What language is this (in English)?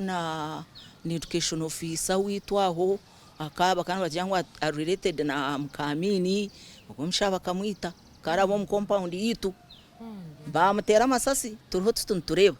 Nyankole